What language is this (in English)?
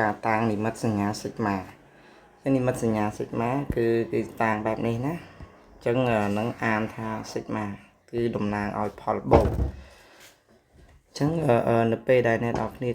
Khmer